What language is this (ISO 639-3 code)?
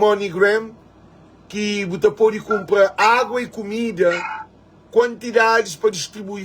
kea